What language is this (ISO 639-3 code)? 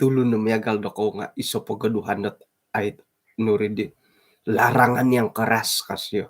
dtp